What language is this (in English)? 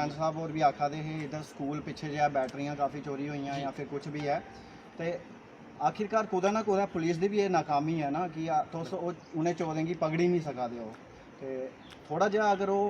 Dogri